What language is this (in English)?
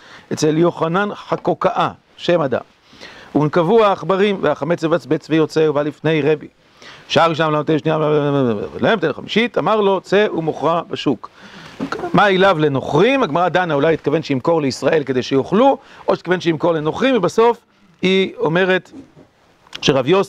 Hebrew